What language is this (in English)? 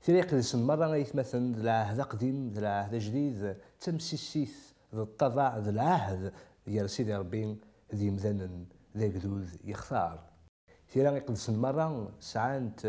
Kabyle